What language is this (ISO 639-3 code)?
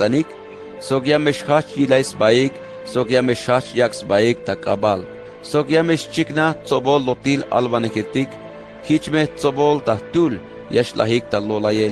tzh